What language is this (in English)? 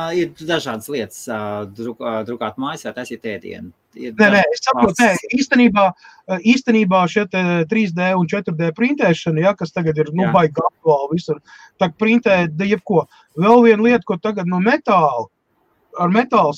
Latvian